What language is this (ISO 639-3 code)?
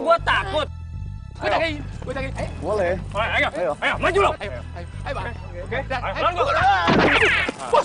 ind